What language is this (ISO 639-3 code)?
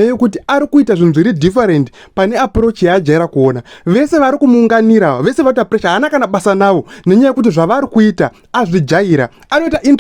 sna